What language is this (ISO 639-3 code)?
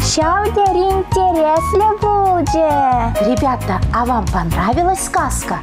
chv